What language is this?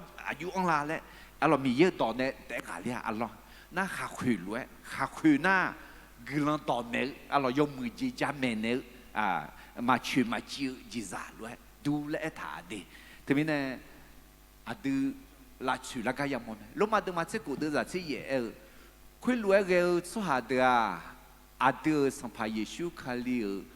Akha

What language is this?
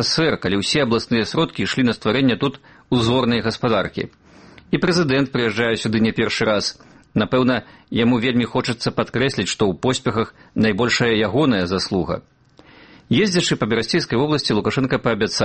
Belarusian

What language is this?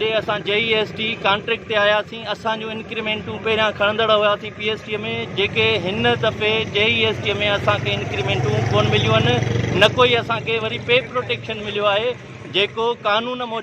Sindhi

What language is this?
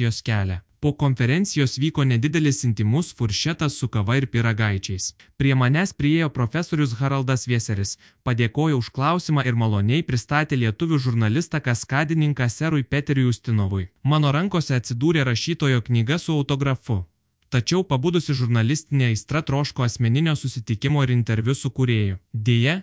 Lithuanian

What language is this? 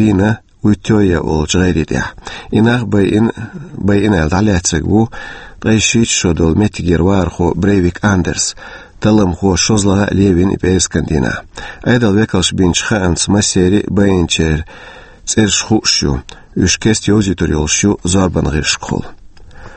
Chechen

